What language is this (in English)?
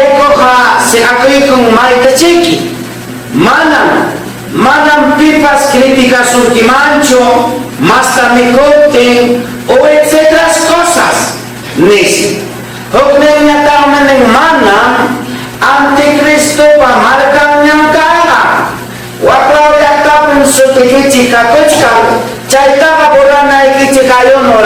Ayacucho Quechua